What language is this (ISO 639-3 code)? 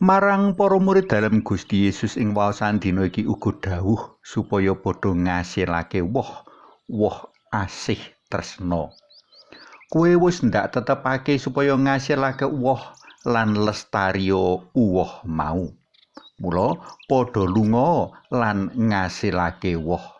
jav